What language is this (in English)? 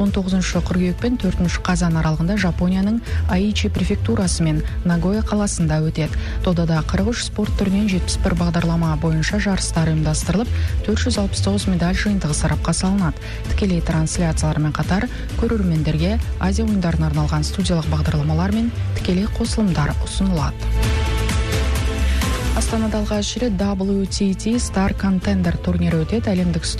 Kazakh